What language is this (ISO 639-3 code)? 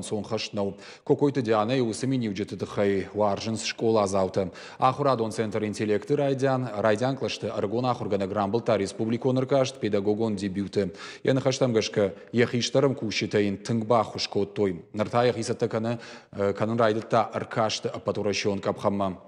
oss